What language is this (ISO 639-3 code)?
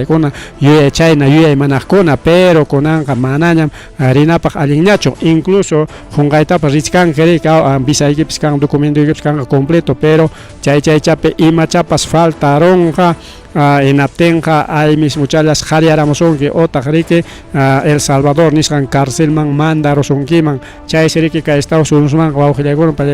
quy